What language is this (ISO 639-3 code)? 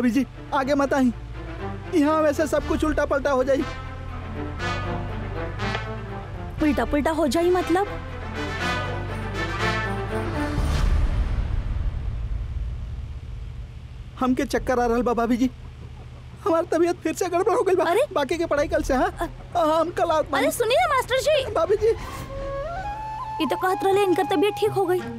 bho